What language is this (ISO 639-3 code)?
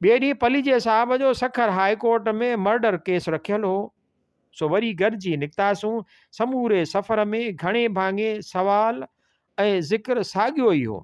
snd